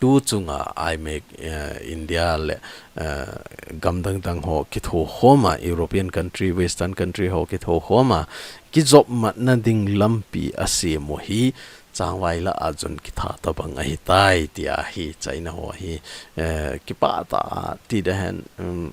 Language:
Thado Chin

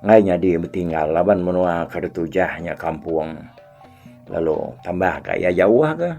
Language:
Iban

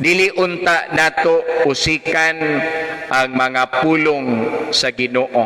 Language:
Cebuano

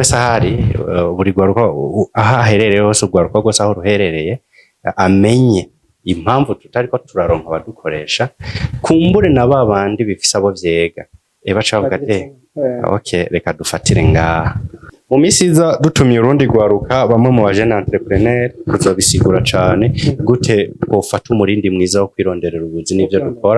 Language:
Rundi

